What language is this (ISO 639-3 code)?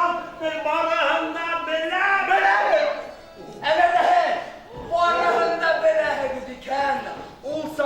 bak